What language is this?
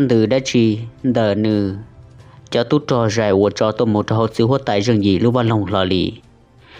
Hmong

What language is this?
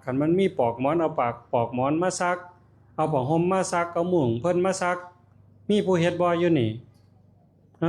Northeastern Thai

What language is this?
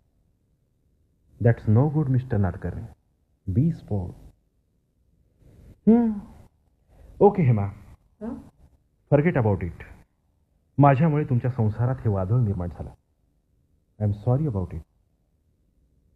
Marathi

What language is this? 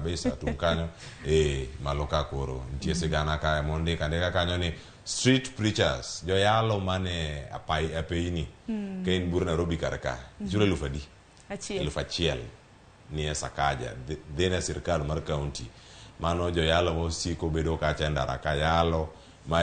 Luo (Kenya and Tanzania)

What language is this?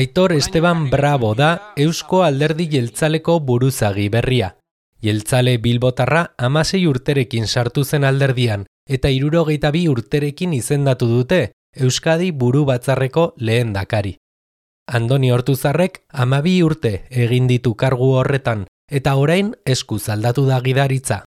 Basque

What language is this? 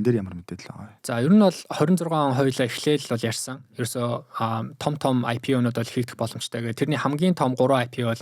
Mongolian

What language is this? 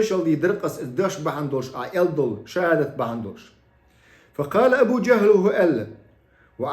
Chechen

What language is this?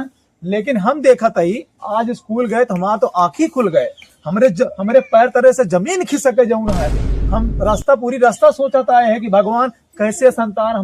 Awadhi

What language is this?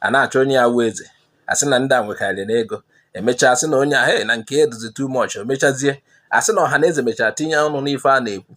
Igbo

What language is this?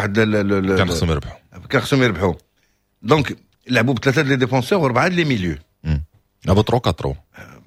Moroccan Arabic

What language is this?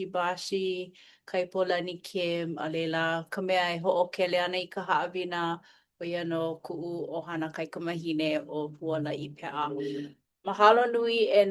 Hawaiian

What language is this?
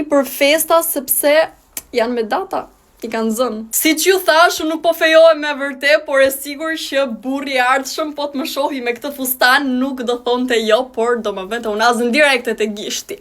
Albanian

